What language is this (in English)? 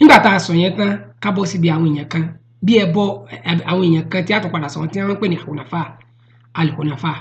Yoruba